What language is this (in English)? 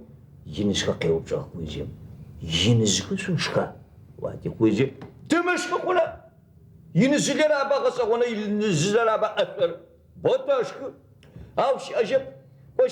Adyghe